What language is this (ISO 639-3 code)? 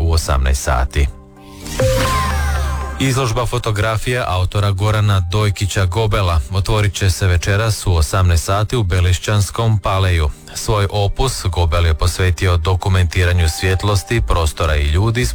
hrv